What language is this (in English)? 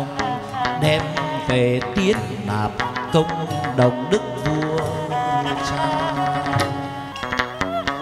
Vietnamese